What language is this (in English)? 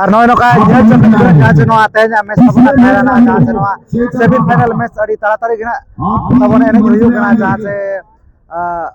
Santali